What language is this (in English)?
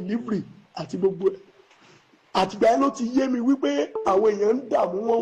Yoruba